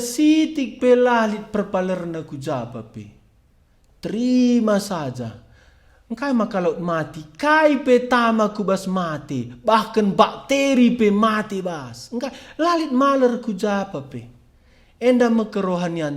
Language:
Batak Karo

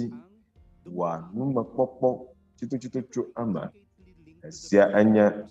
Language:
Ewe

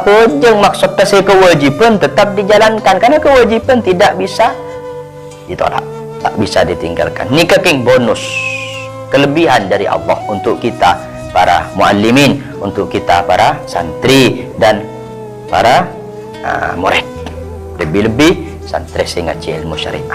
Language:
Madurese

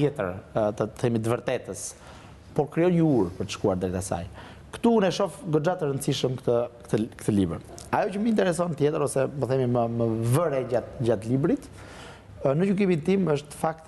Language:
Albanian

